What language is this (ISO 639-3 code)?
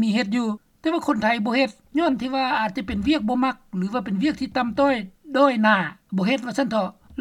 lao